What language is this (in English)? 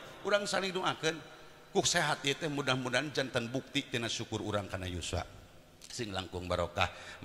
Sundanese